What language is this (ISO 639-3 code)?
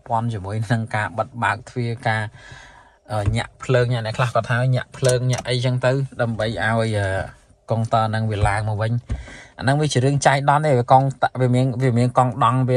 khm